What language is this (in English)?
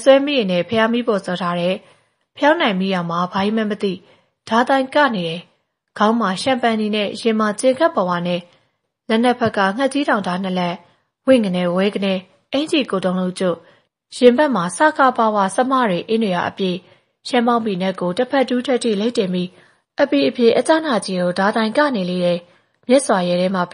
Burmese